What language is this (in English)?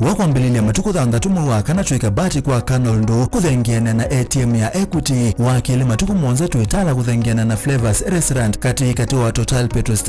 Kamba